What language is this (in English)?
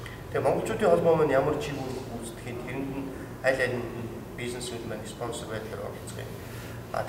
Mongolian